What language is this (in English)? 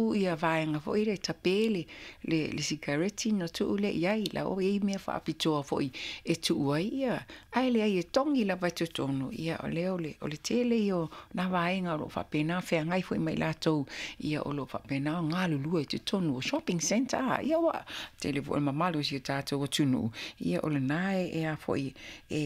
Samoan